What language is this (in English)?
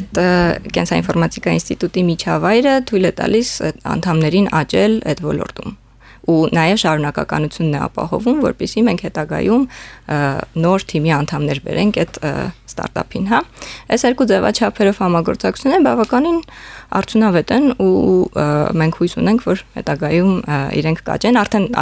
Armenian